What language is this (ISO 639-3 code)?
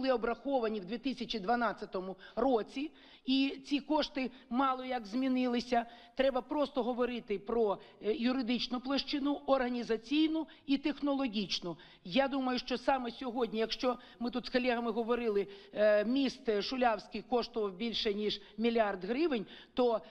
ukr